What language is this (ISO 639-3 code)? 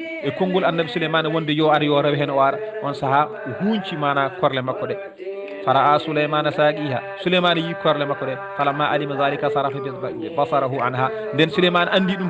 ful